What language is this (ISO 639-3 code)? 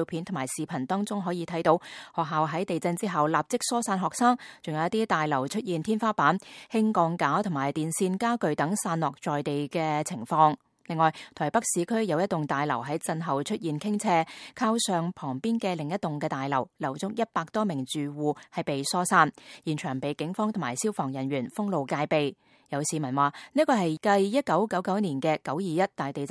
yue